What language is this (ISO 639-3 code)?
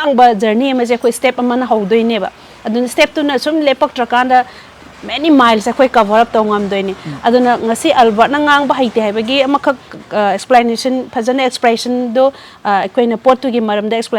mni